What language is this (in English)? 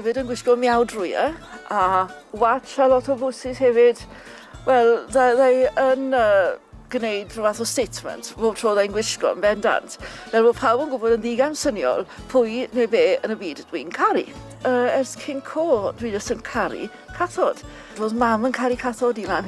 Welsh